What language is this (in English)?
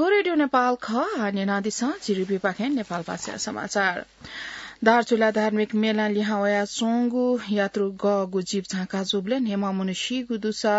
Newari